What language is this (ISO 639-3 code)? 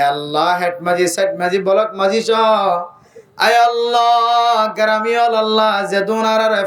rhg